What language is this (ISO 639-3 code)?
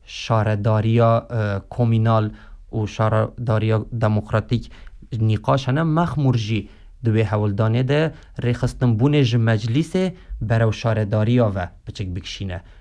kur